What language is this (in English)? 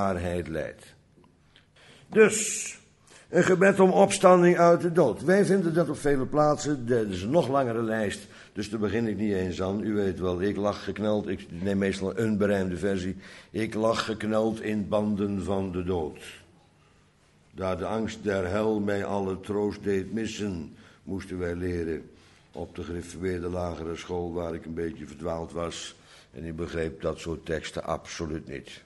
Dutch